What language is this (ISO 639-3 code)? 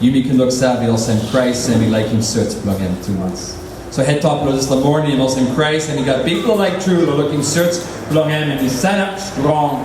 tpi